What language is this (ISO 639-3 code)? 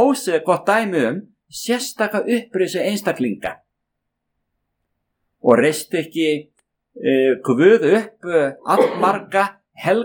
isl